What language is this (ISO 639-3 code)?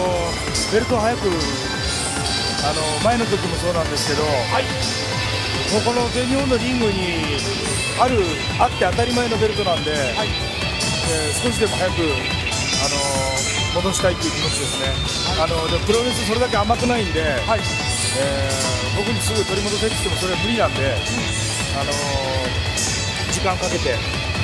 jpn